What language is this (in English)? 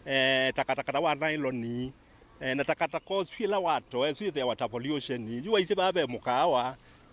Kamba